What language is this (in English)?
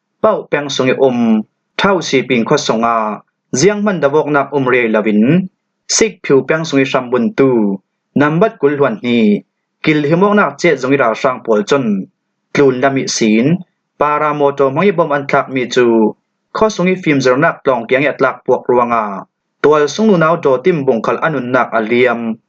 Falam Chin